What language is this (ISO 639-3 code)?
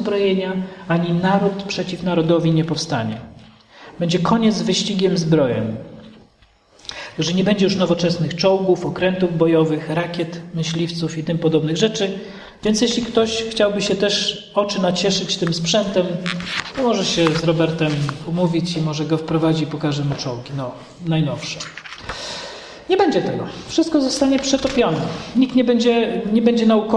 pol